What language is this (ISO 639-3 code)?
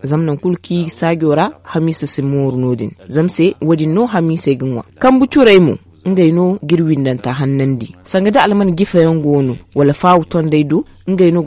dje